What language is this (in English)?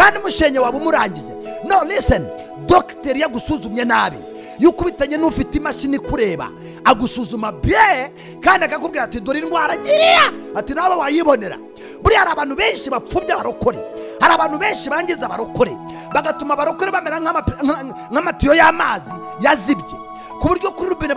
Kinyarwanda